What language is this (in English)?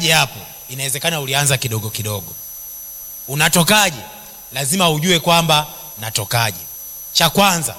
Swahili